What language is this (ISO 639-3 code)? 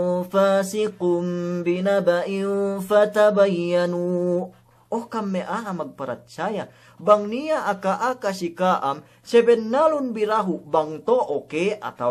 yka